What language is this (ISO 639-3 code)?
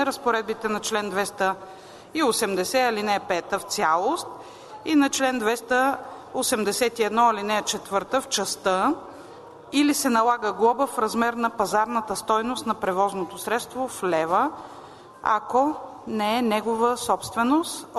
bul